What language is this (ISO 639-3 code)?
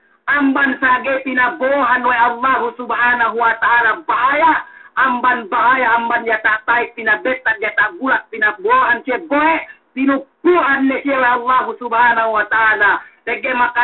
yka